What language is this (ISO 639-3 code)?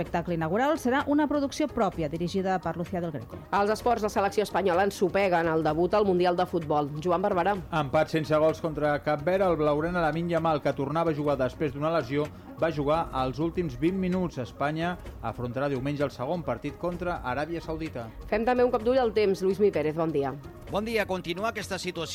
cat